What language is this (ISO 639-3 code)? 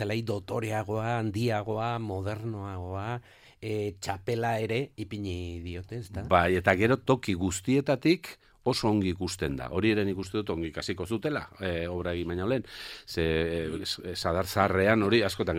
eus